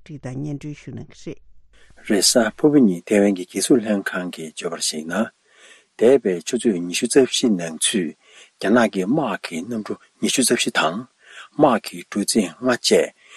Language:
Tibetan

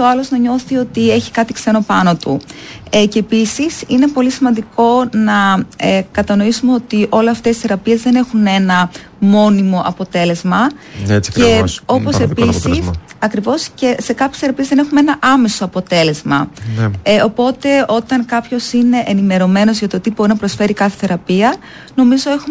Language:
Greek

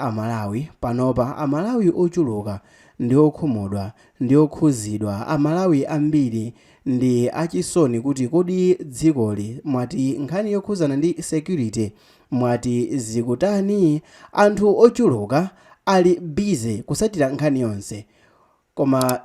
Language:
Nyanja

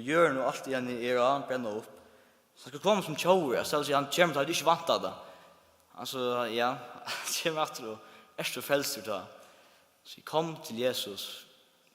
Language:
Faroese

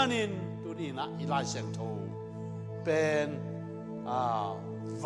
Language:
Tedim Chin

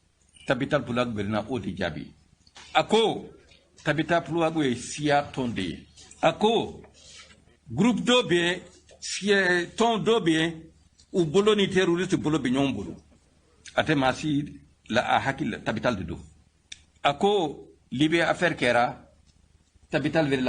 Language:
Bambara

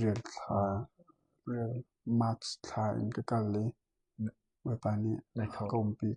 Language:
Hakha Chin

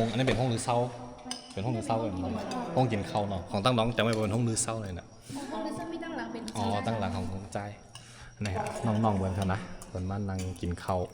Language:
Shan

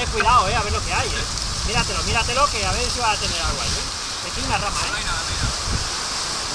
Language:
Spanish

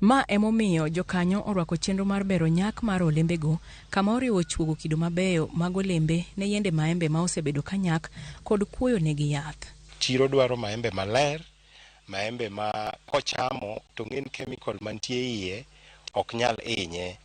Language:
Luo (Kenya and Tanzania)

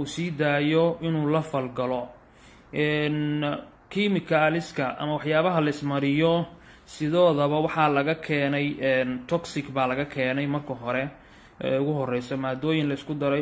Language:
Somali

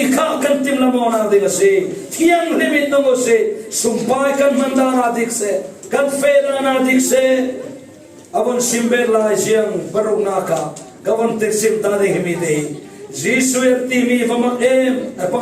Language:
Falam Chin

